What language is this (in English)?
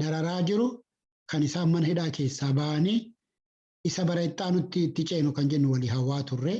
Oromo